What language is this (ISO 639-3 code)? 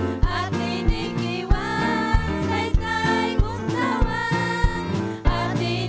quy